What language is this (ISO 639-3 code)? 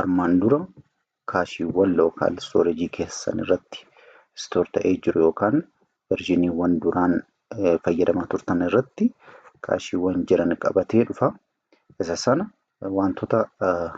orm